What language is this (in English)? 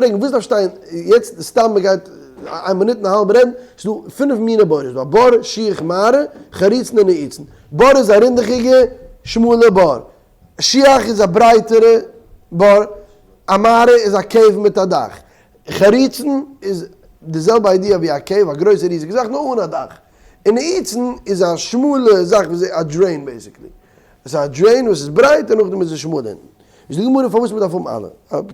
Yiddish